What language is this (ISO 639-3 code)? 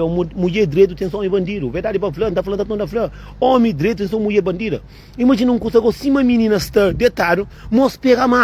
kea